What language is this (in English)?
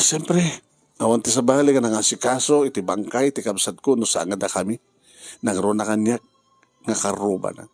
Iloko